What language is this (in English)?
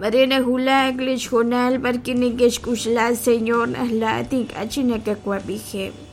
Kekchí